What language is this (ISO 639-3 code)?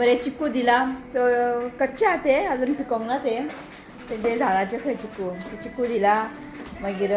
kok